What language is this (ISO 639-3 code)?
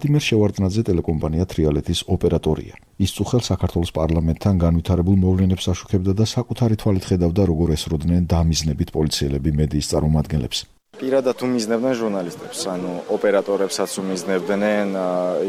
kat